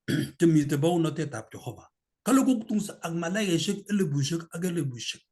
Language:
Kalenjin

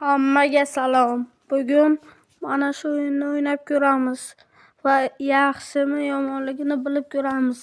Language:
Uzbek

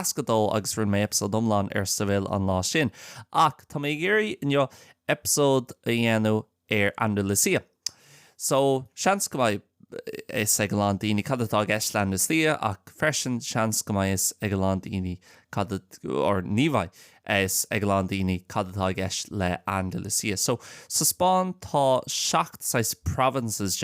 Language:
Irish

